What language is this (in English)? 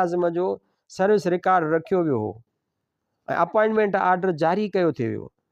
Sindhi